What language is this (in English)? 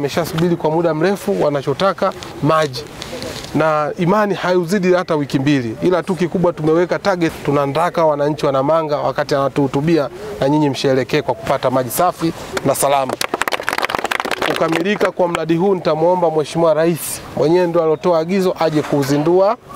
Swahili